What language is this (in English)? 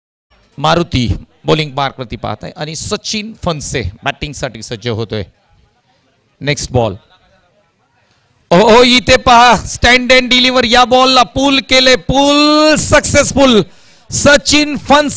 Marathi